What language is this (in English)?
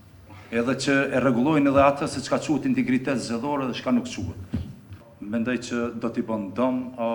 Albanian